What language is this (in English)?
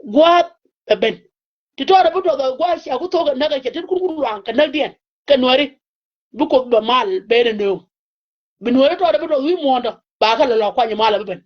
Nuer